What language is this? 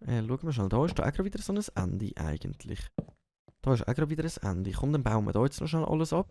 Swiss German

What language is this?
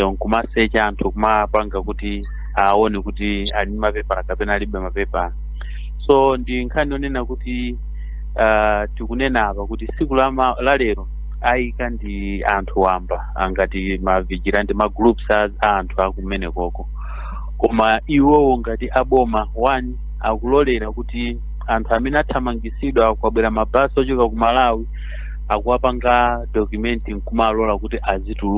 Nyanja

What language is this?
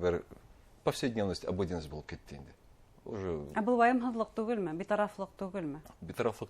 Bashkir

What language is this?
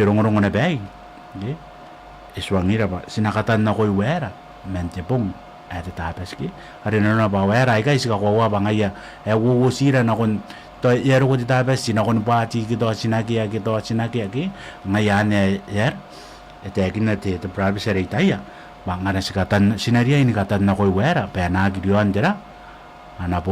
Gilbertese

